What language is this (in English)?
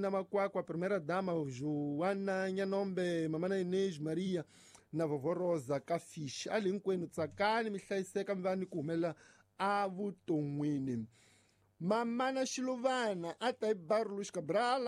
Tsonga